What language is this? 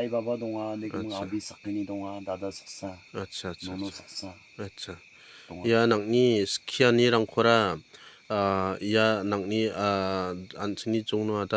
Garo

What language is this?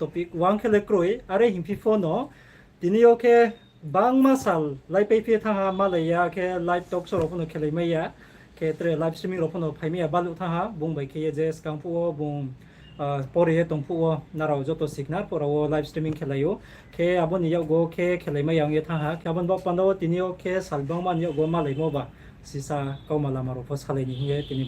Riang (India)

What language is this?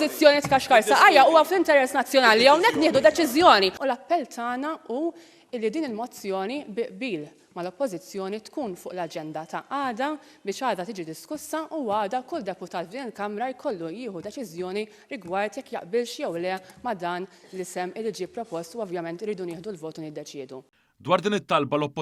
Maltese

